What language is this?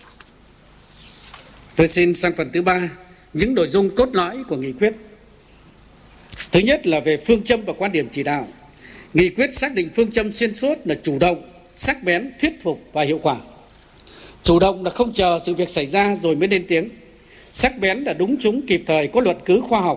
Vietnamese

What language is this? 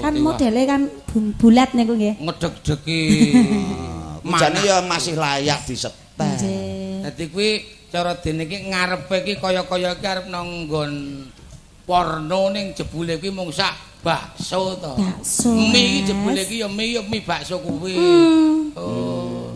Javanese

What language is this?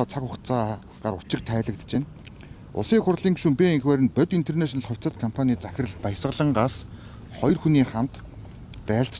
Mongolian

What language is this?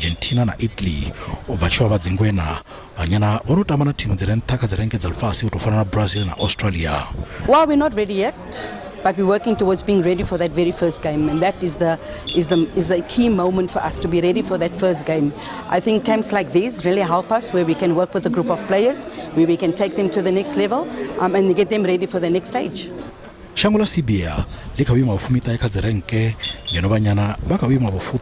Venda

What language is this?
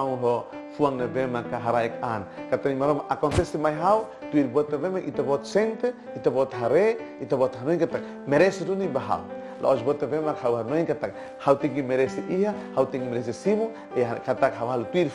Tetum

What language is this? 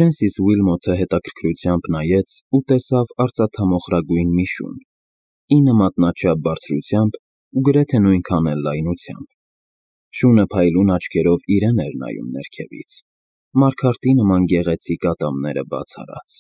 Armenian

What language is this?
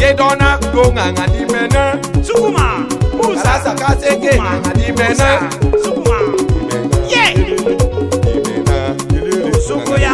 Tetela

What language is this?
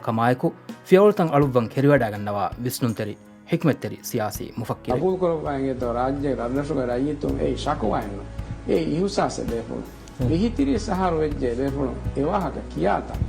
Divehi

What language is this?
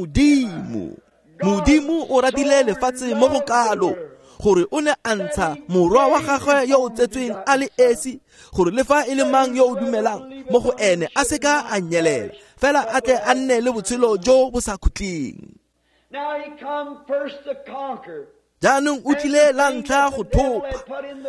Tswana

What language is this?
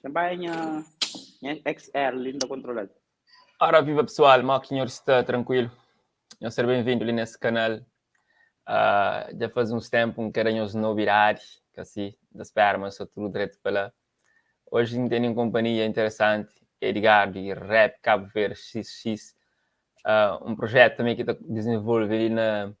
Kabuverdianu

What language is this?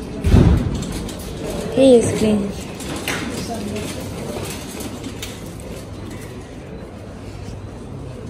Swedish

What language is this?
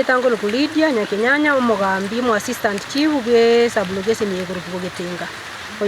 Gusii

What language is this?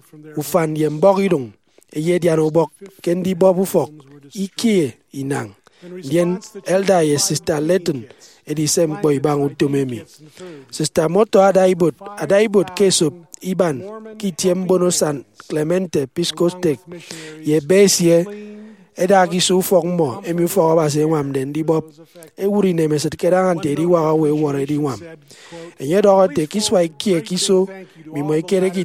Efik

